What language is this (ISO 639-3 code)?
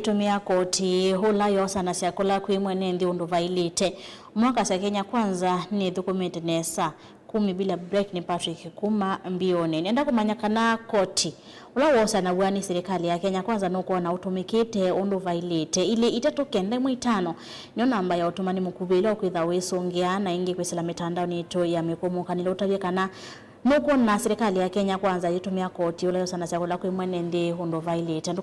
kam